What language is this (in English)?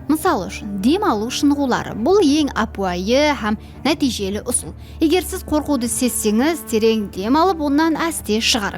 Kara-Kalpak